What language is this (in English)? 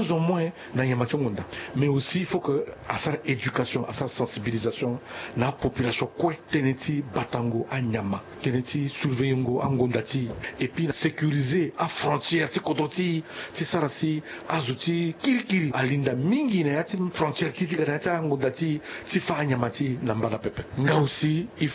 Sango